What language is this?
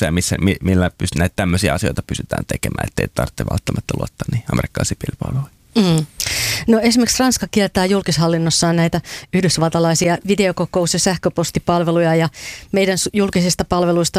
Finnish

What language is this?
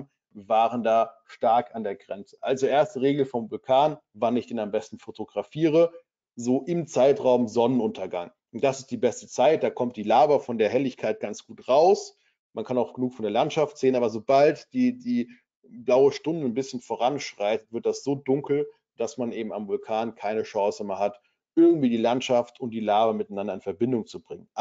German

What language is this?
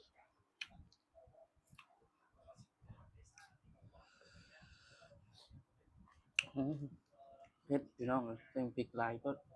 Lao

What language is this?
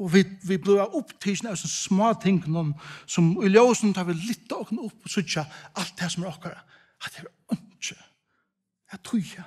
Faroese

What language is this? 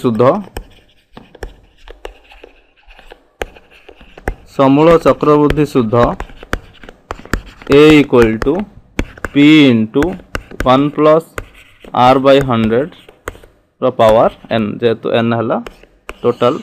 Odia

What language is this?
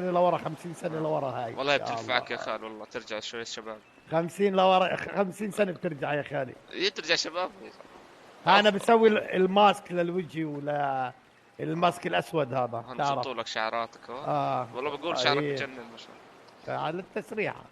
North Levantine Arabic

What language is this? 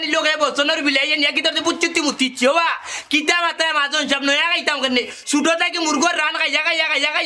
Sylheti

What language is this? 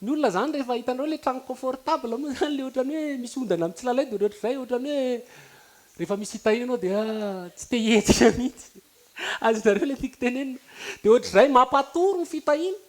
Malagasy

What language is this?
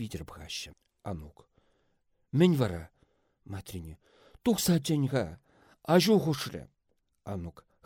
Chuvash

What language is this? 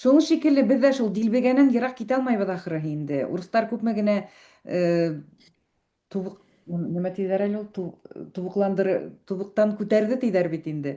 Bashkir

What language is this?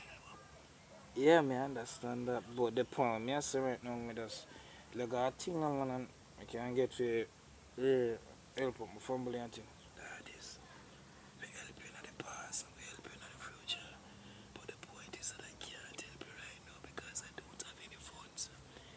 Jamaican Creole English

